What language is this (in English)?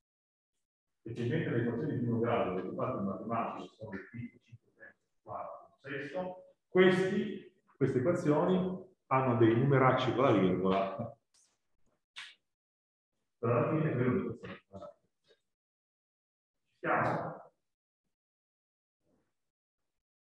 Italian